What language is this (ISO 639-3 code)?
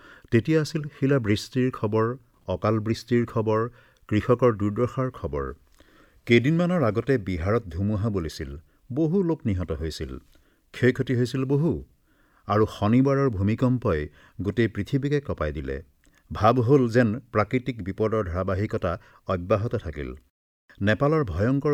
asm